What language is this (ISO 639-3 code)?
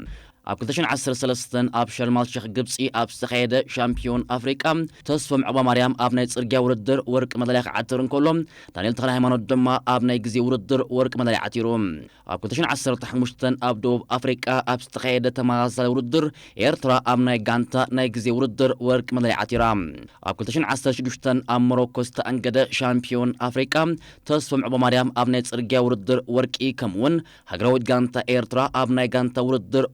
tir